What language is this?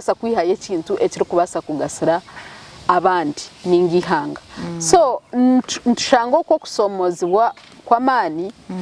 Nyankole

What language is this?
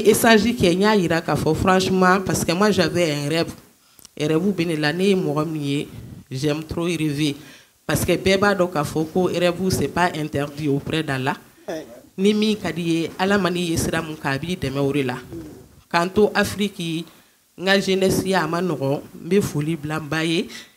Bambara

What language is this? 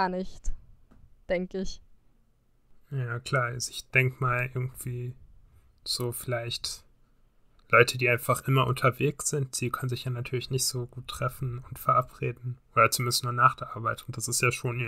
German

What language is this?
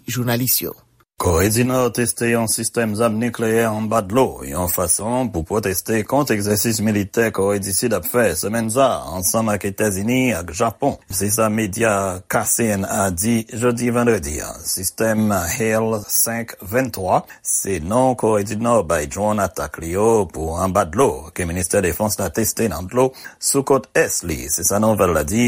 Haitian Creole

